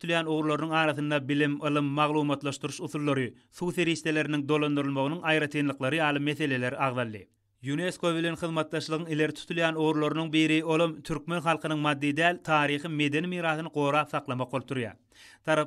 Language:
Turkmen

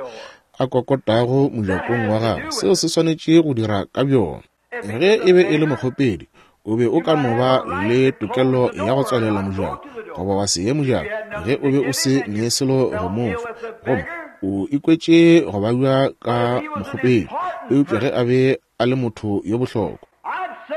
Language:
Northern Sotho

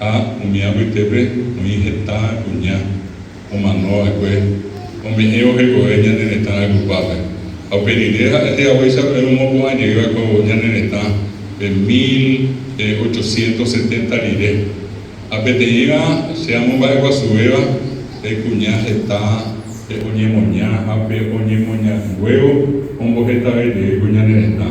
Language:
Guarani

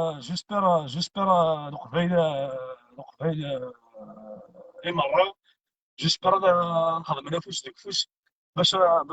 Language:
Kabyle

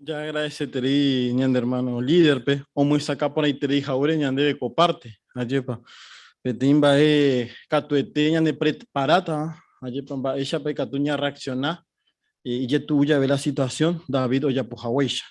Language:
Guarani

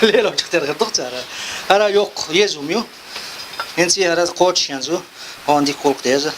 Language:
Chechen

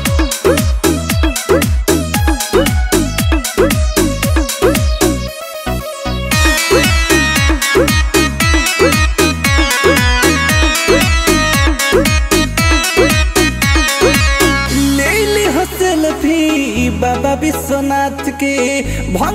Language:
Bhojpuri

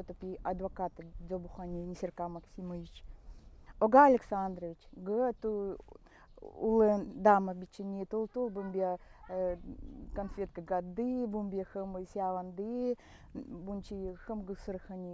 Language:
Nanai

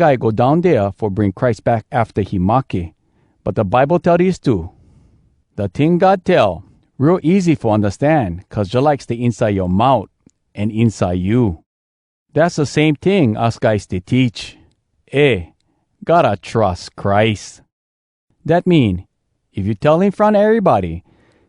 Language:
Hawai'i Creole English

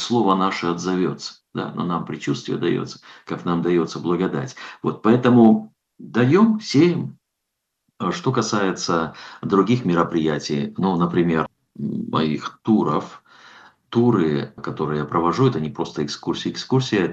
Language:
Russian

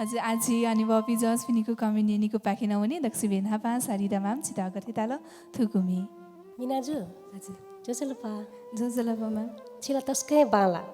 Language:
Newari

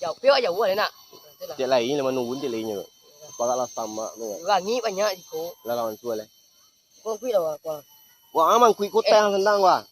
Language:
Minangkabau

